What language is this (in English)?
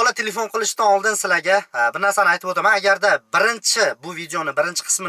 Uzbek